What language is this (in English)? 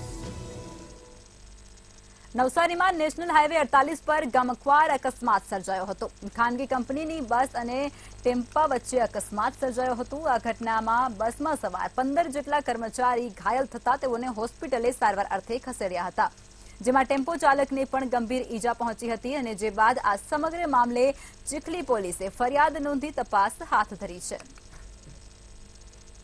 Gujarati